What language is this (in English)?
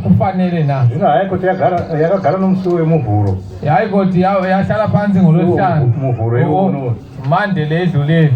Shona